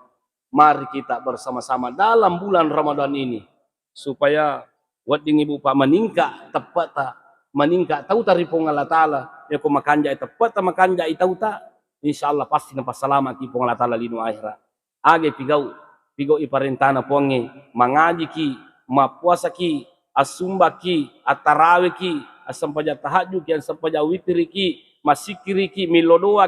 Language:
Buginese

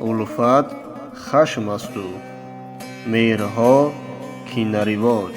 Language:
Tajik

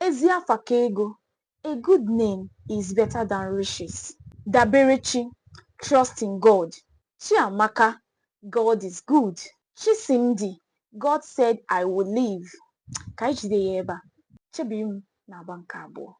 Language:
Igbo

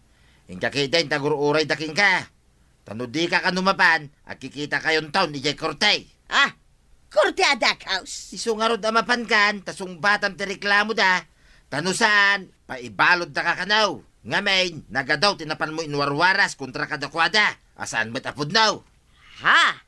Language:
Iloko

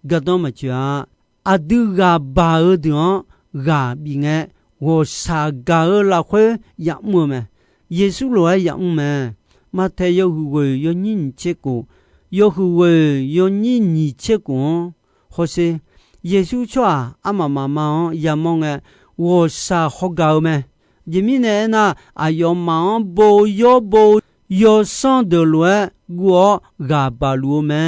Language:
Akha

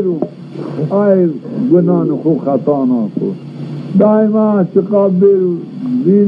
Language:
Zaza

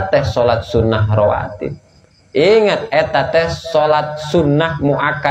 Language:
Sundanese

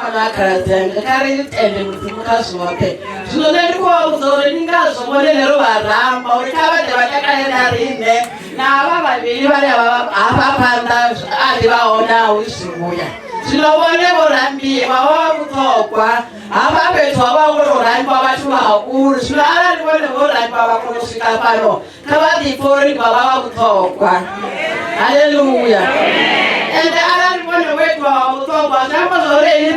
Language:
Venda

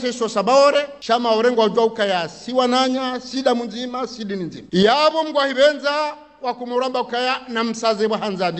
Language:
Ngazidja Comorian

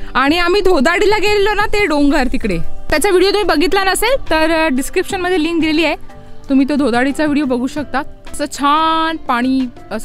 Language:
Marathi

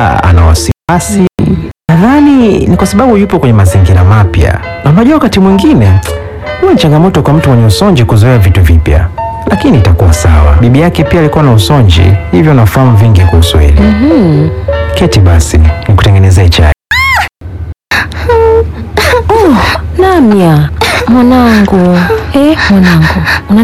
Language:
Swahili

